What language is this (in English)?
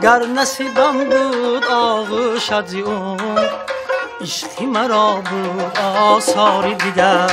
Tajik